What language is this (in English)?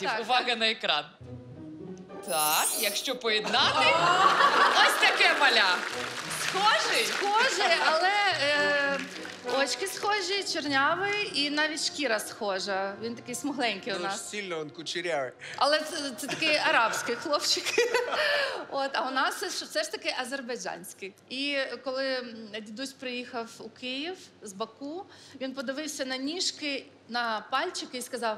Ukrainian